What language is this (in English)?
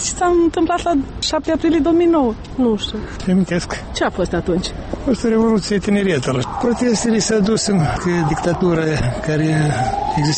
Romanian